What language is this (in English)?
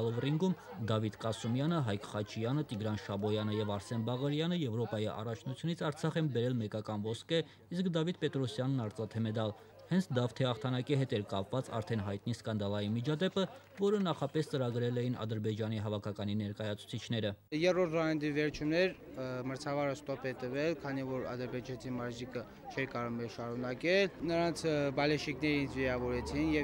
Armenian